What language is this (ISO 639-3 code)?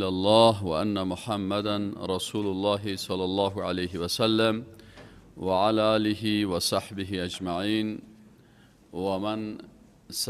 fas